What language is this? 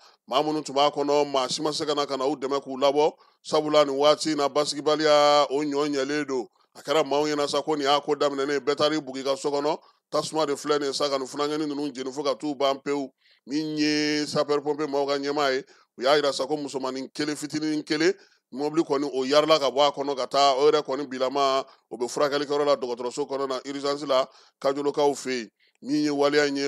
Bambara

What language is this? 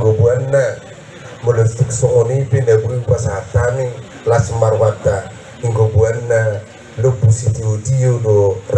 Batak Toba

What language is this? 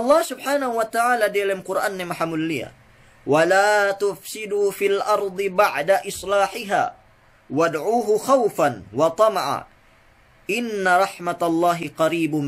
Yakan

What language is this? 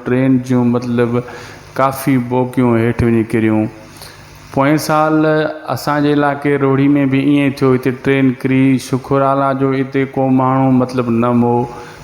Sindhi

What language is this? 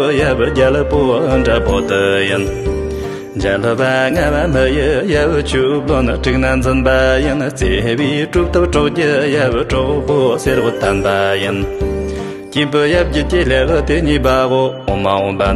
Tibetan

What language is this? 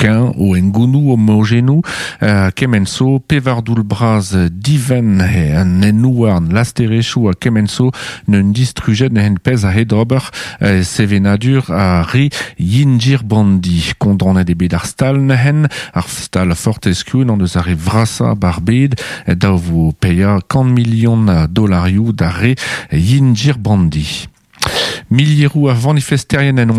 Breton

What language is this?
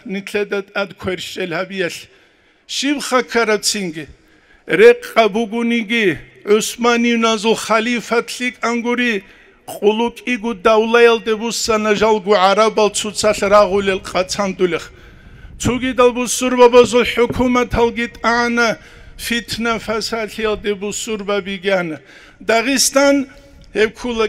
Avaric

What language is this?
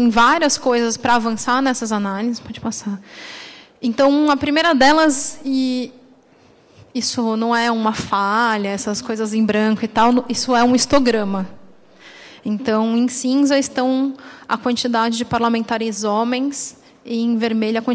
Portuguese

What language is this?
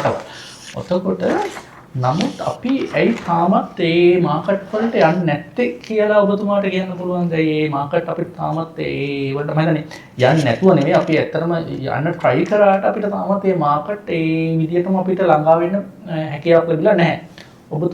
Sinhala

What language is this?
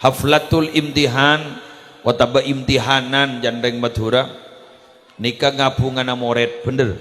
Madurese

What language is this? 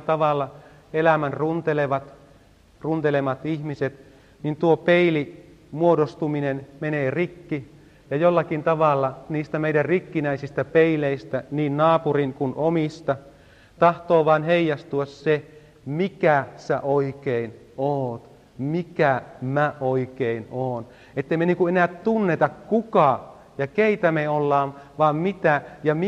Finnish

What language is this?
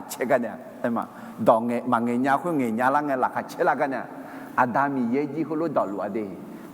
Akha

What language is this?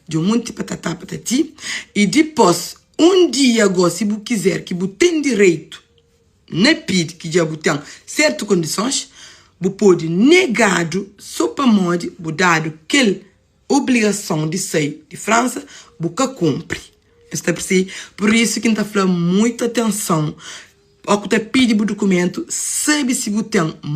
Kabuverdianu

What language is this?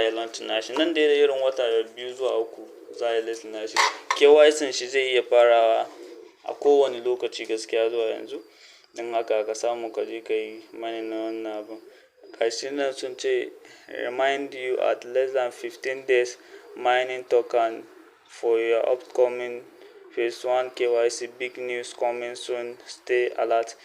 Hausa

